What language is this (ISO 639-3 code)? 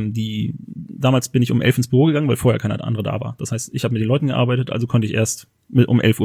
deu